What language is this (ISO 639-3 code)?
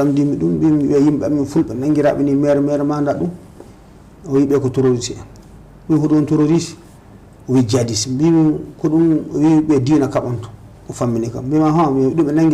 ful